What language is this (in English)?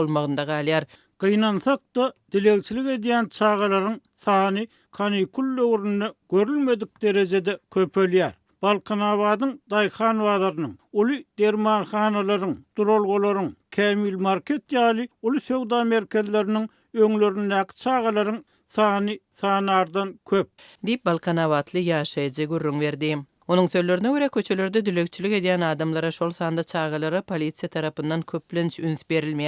Turkmen